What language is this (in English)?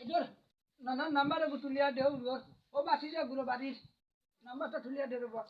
Sylheti